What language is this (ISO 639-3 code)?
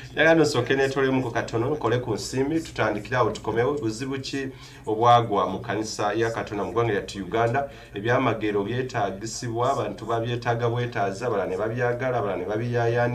lug